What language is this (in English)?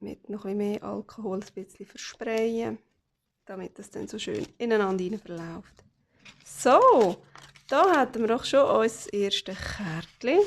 Swiss German